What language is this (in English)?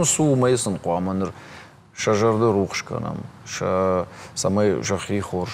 Ossetic